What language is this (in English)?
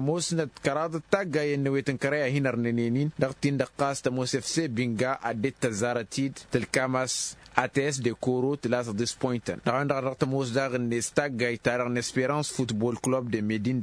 Tamasheq